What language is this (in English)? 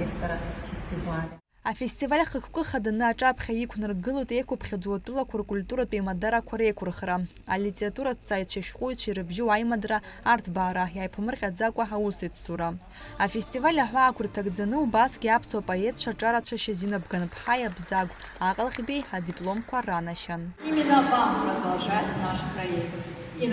Abkhazian